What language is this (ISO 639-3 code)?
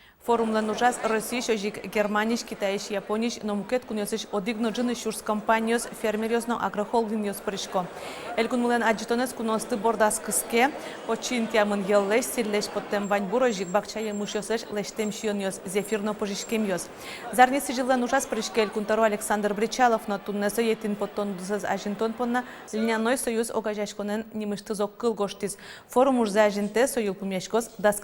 udm